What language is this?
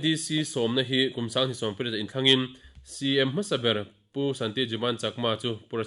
Mizo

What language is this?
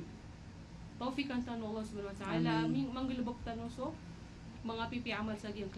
Maranao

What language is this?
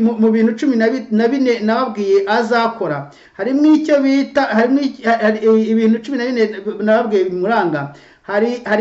Kinyarwanda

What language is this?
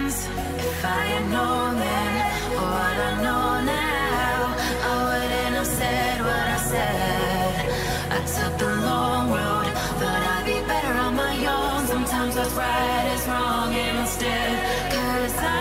English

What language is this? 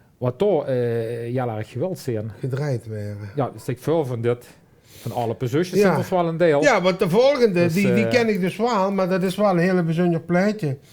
Limburgish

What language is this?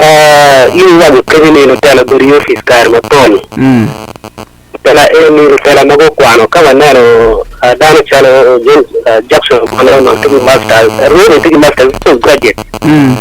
Acoli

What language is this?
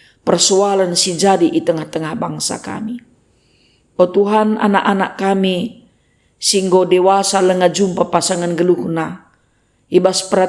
Batak Karo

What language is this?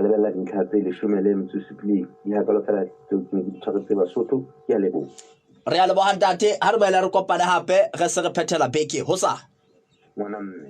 Southern Sotho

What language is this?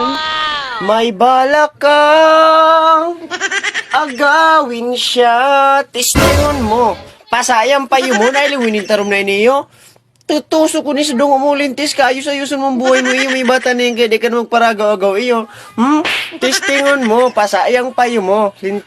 Bikol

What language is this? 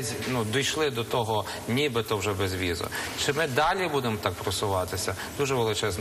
Ukrainian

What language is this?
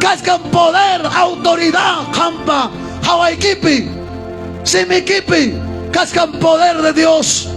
Ayacucho Quechua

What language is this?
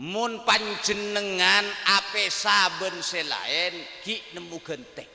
Madurese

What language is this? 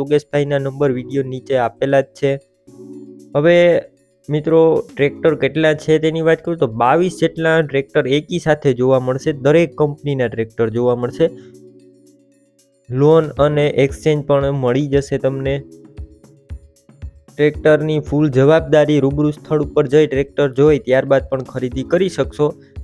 Gujarati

